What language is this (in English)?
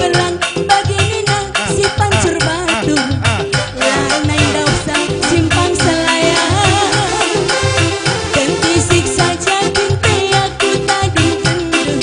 Batak Karo